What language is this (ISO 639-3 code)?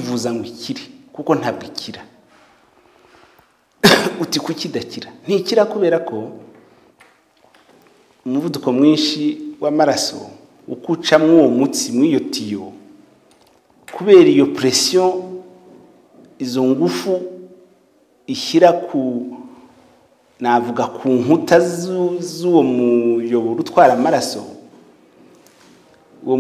kin